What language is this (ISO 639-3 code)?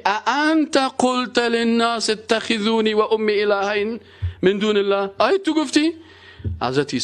fas